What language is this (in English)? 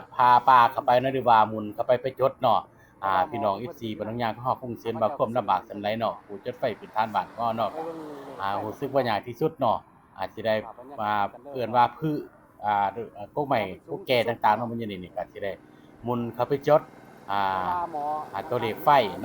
Lao